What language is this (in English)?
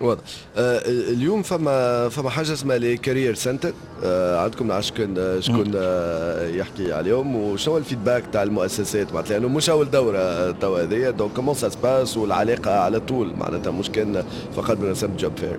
Tunisian Arabic